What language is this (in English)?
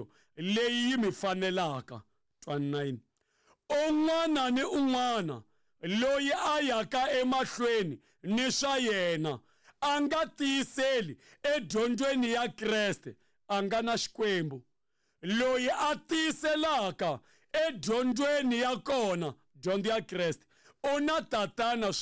Tsonga